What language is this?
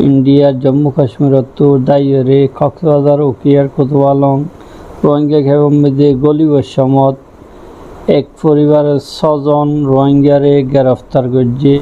Rohingya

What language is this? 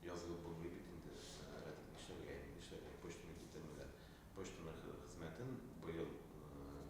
Tatar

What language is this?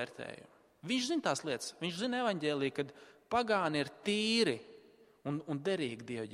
Latvian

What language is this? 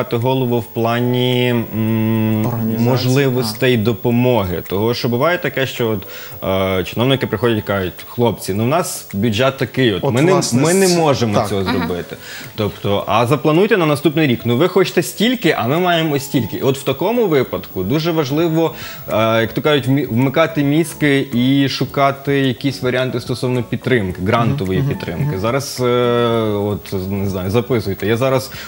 Ukrainian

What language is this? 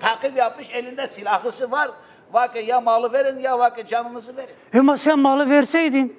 Zaza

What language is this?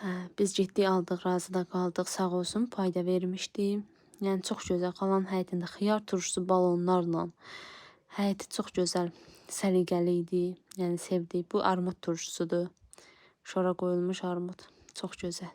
Azerbaijani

